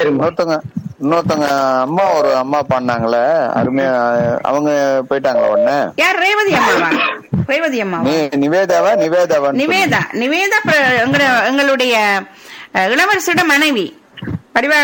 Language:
Tamil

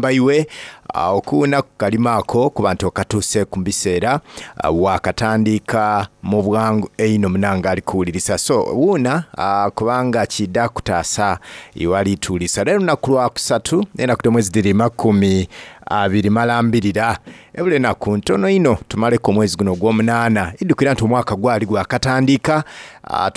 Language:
Soga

